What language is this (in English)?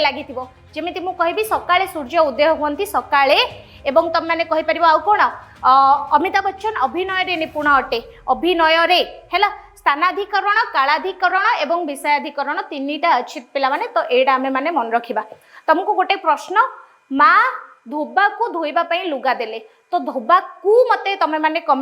Odia